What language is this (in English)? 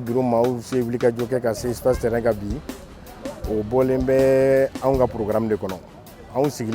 Bambara